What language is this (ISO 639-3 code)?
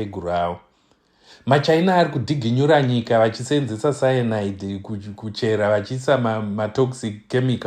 sna